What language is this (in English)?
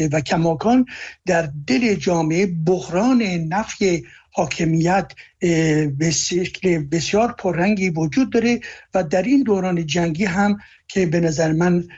Persian